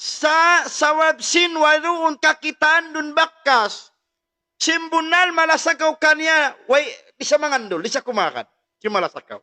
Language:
Tausug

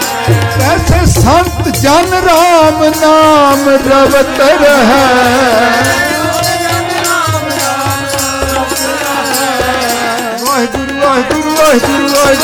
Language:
Punjabi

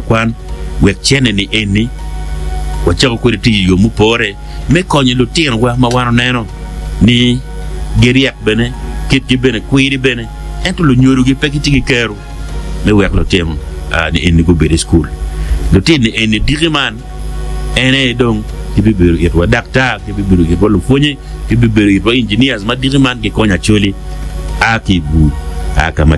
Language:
Acoli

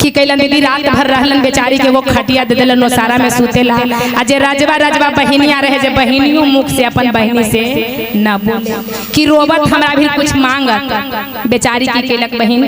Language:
Magahi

